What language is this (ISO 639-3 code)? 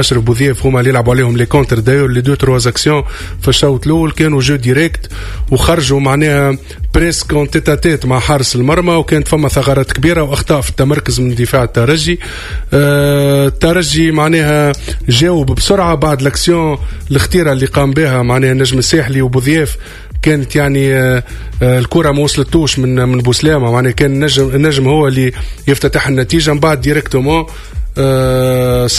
aeb